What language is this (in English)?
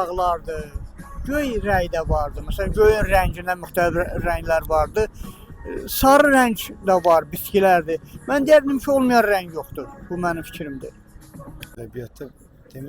Azerbaijani